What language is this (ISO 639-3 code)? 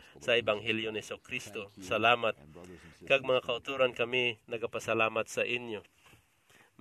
hil